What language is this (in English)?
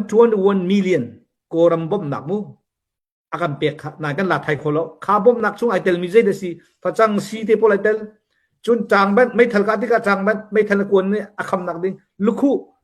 Hakha Chin